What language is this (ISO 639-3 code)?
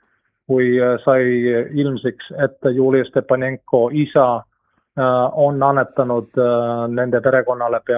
est